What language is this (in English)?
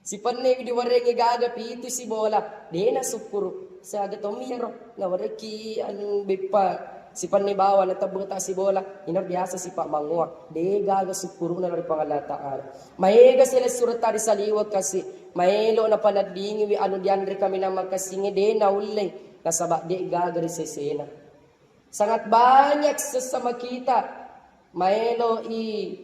Buginese